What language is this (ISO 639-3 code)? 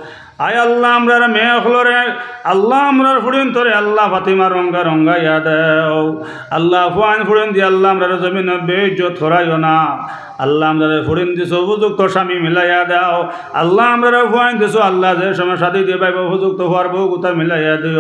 syl